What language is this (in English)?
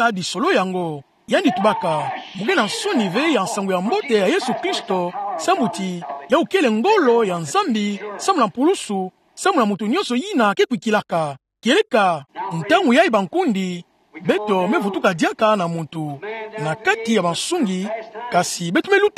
Kituba (Democratic Republic of Congo)